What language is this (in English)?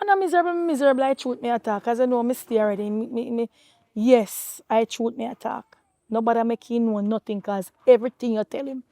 Jamaican Creole English